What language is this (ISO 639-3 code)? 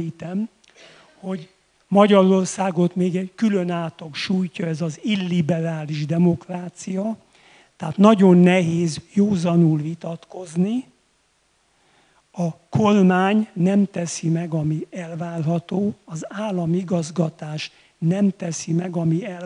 hun